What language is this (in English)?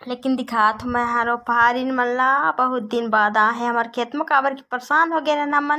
Chhattisgarhi